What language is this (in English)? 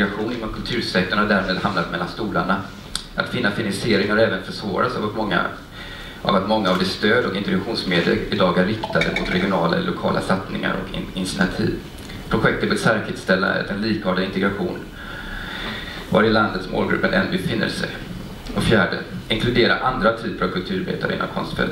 Swedish